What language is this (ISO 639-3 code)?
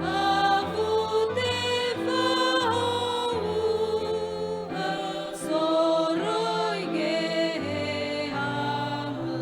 nia